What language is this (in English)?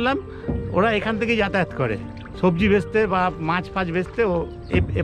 Bangla